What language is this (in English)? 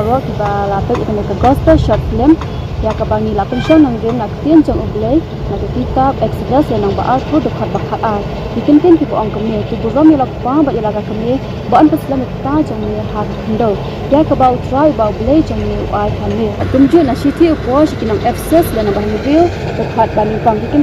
Khasi